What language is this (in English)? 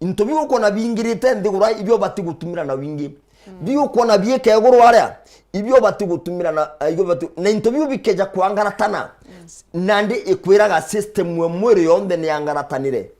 Meru